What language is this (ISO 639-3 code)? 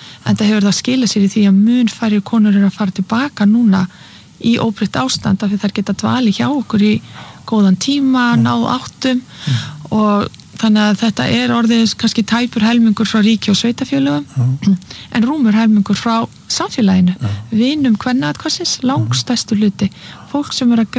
isl